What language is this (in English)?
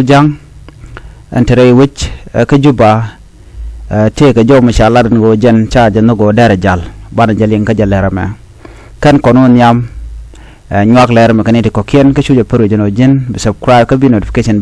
Nuer